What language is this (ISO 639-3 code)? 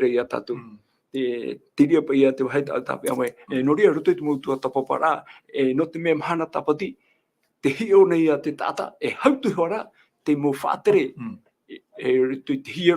tah